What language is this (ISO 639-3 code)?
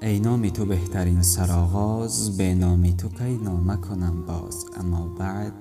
tgk